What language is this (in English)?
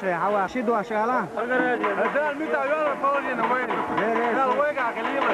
Chechen